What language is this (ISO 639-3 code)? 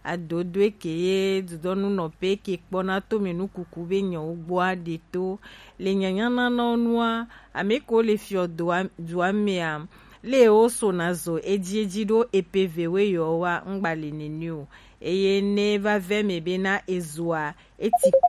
gej